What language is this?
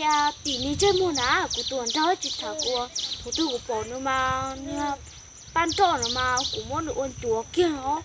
Hmong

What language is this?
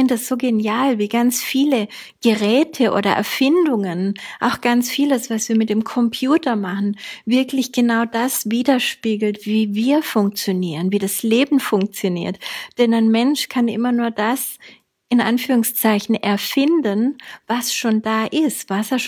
German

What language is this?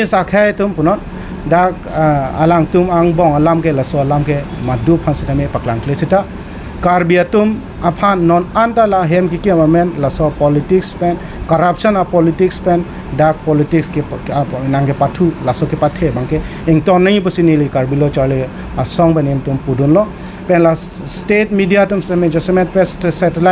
Karbi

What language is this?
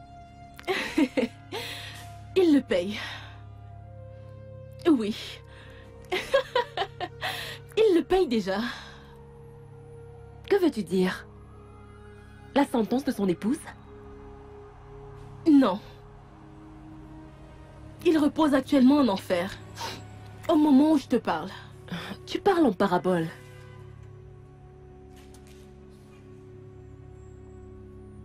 French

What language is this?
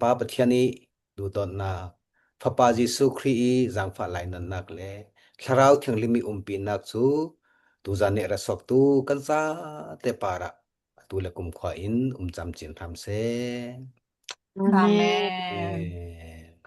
Falam Chin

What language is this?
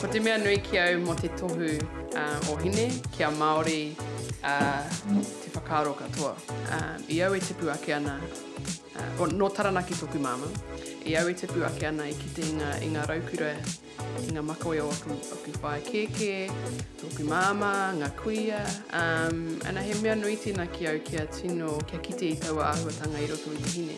Māori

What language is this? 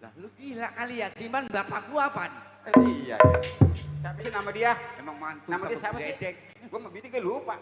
Betawi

